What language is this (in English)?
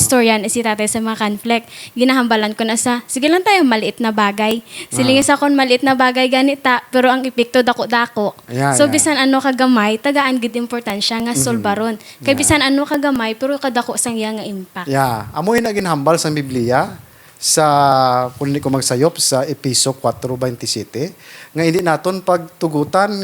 Hiligaynon